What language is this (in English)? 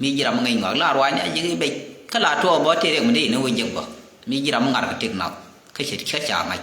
Nuer